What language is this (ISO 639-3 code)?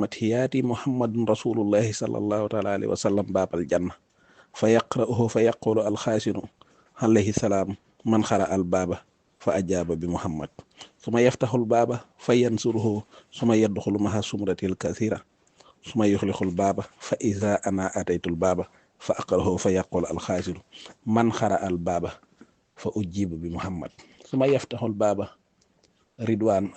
wol